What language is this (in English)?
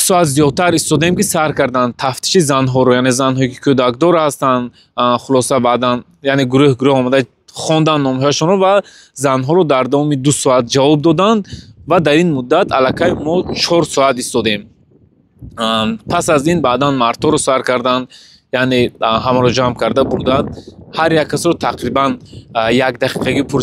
Tajik